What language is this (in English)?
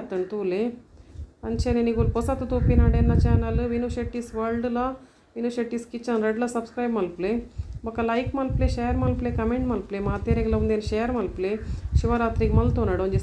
Tulu